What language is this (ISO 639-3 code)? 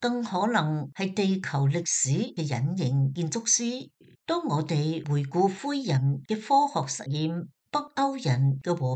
yue